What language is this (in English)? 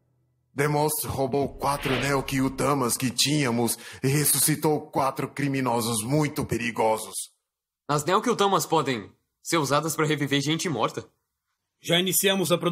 Portuguese